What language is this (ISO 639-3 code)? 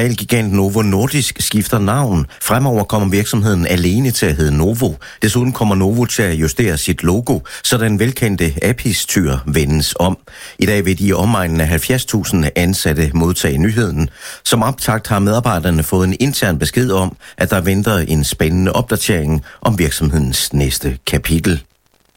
dan